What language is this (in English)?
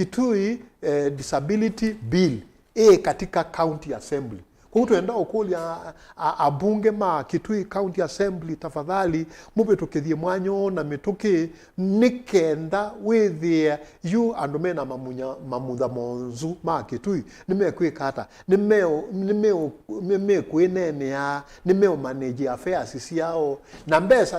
Kamba